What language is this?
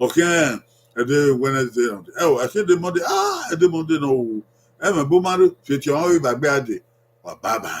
Bini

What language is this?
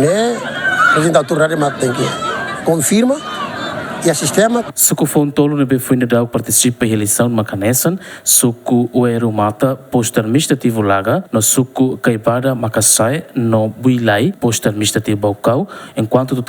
Tetum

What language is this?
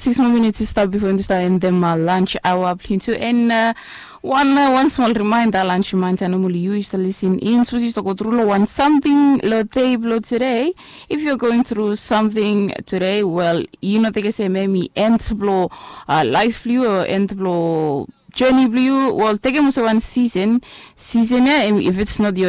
Bislama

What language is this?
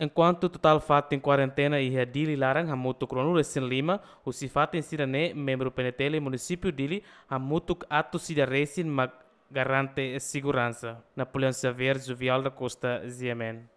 Tetum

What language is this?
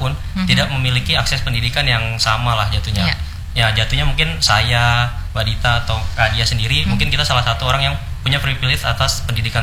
Indonesian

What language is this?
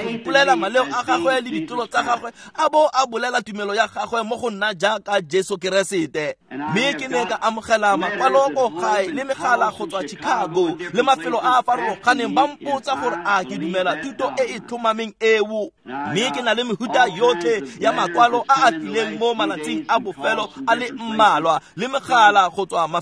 Tswana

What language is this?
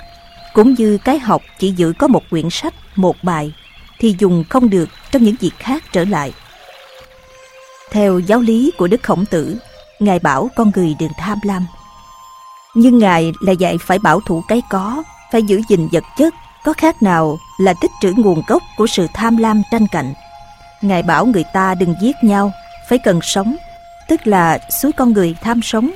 Vietnamese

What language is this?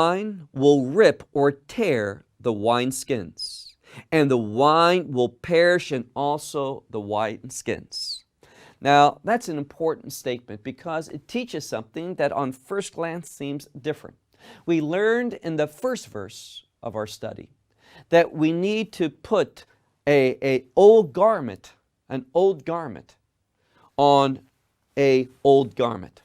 English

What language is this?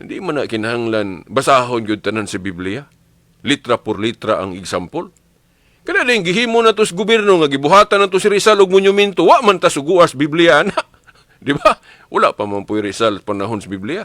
Cebuano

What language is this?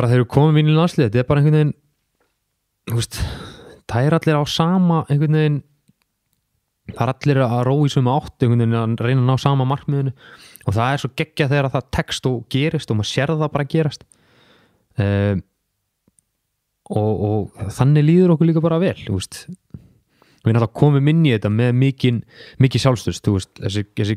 Icelandic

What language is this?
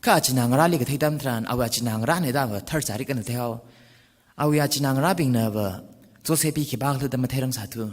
Tangkhul Naga (India)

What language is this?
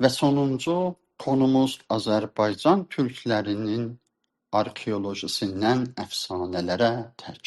South Azerbaijani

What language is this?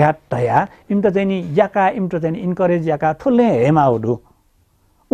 Newari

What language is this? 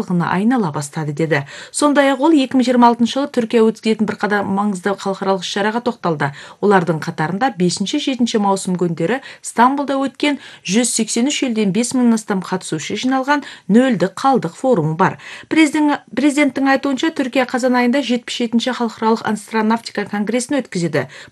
Kazakh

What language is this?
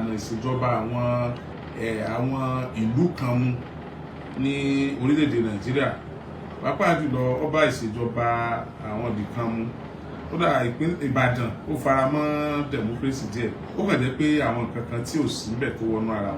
Yoruba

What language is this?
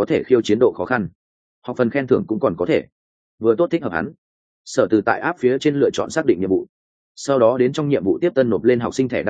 Vietnamese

